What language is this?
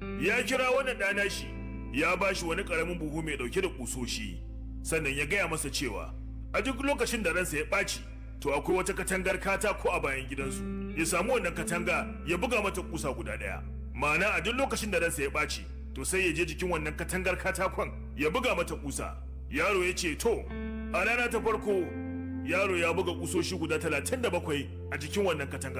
Hausa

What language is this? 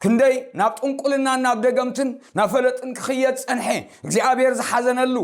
Tigrinya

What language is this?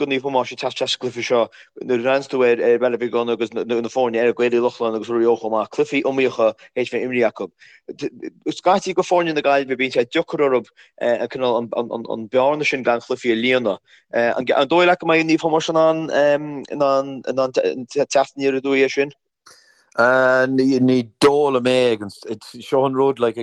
Irish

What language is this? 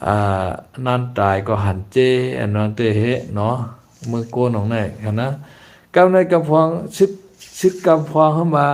Shan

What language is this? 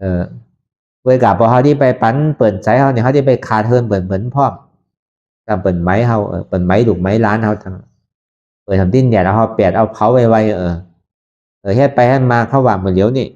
Shan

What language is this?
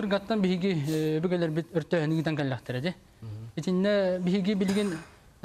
Yakut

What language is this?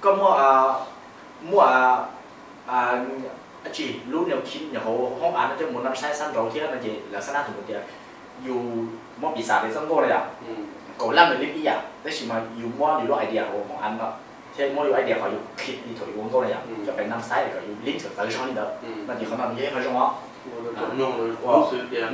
Hmong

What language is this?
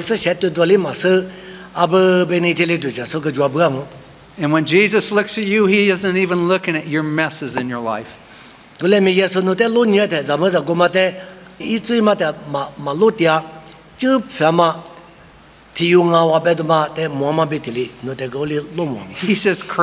Lisu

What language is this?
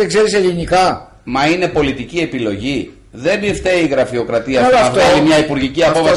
Greek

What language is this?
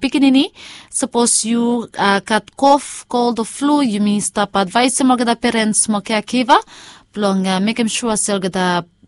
Bislama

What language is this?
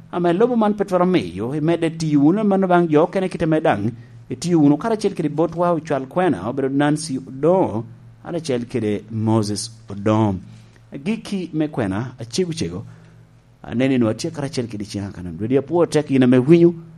Lango (Uganda)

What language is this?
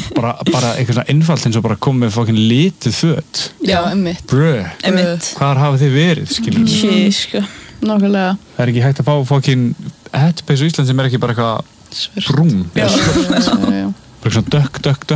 Icelandic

